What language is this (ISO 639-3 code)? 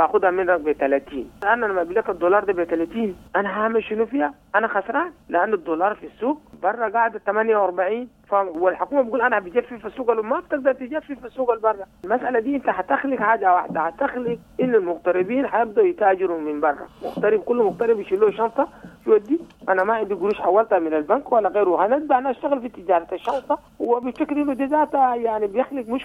apd